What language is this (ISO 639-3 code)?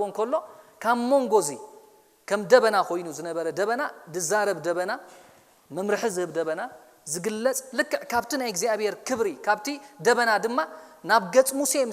tir